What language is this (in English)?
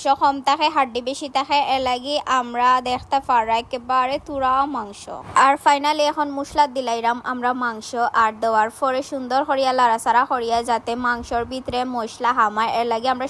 Sylheti